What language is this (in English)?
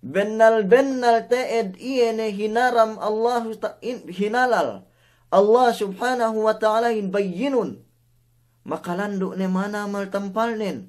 Yakan